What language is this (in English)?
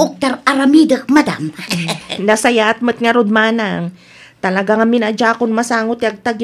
Iloko